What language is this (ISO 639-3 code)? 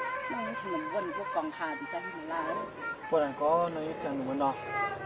shn